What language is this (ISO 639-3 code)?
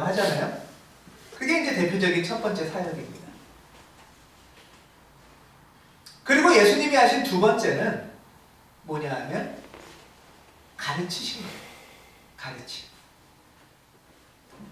kor